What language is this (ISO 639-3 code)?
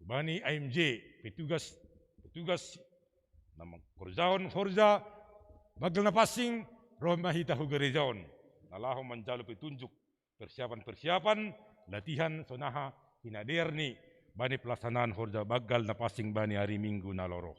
bts